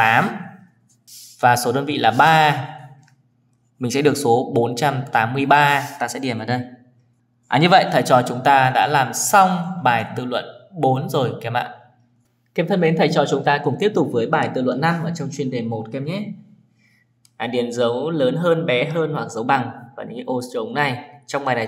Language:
Vietnamese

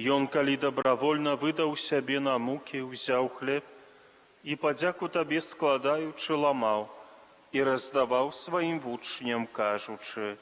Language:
Belarusian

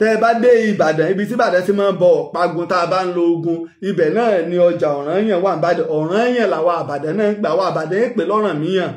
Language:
Yoruba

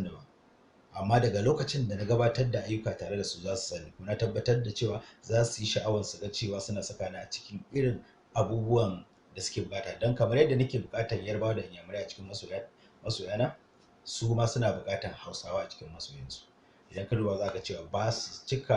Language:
Hausa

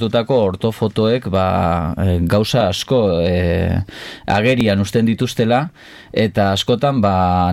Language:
Basque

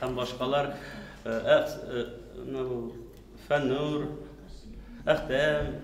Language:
Tatar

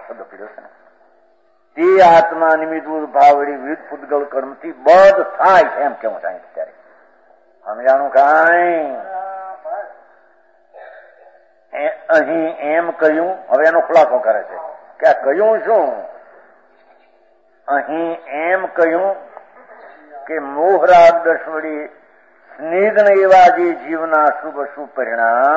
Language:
Gujarati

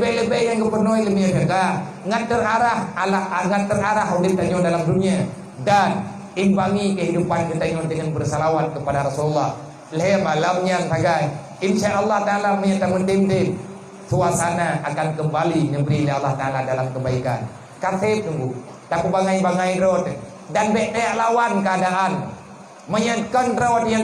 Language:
Achinese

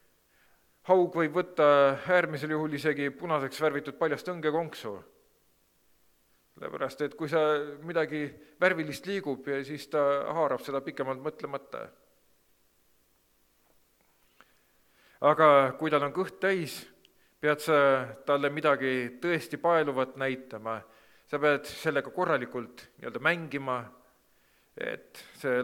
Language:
Estonian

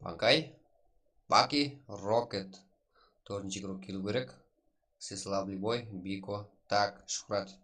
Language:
Kara-Kalpak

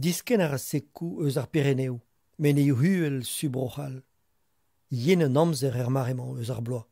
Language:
Breton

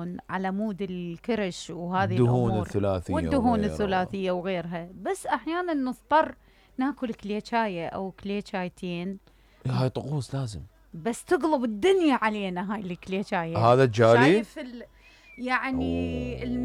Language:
Mesopotamian Arabic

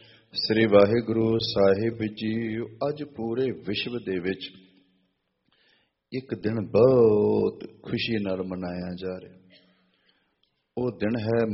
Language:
Punjabi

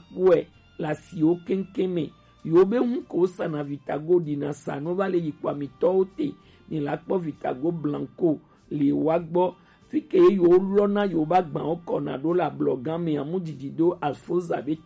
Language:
Gen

